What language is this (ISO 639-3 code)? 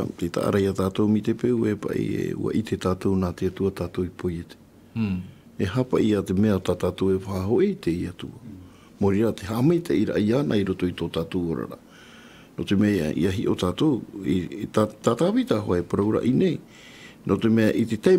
tah